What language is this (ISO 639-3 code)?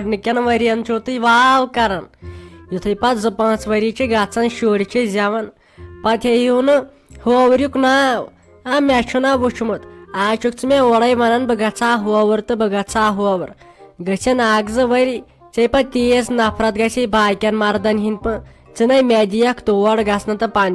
kas